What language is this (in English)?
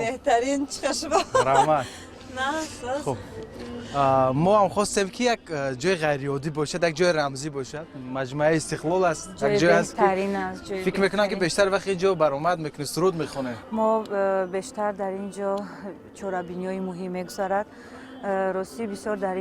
Tajik